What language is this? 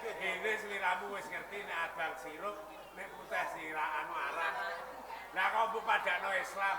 Javanese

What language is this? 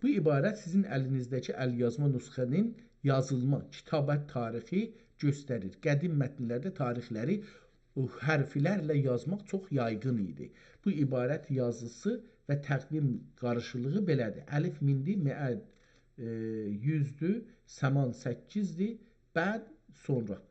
South Azerbaijani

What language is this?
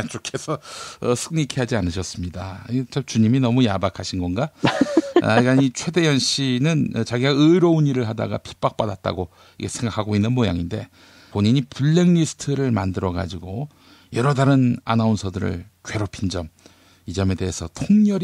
Korean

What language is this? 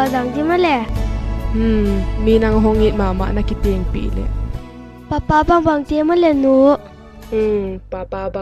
Paite Chin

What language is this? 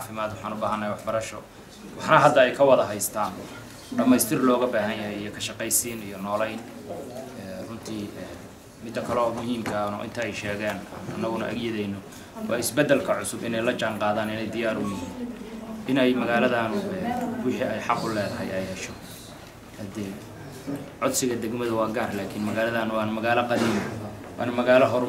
Somali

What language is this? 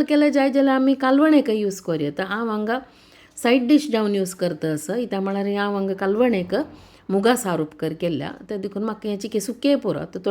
Konkani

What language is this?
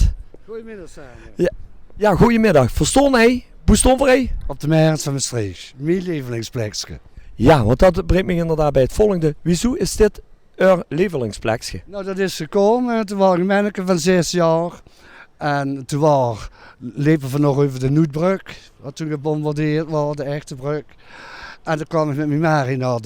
Limburgish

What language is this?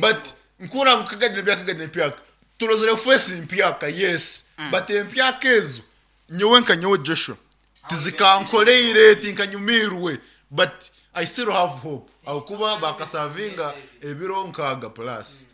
Nyankole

